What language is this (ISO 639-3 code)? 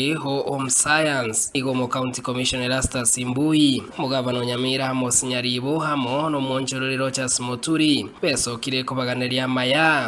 guz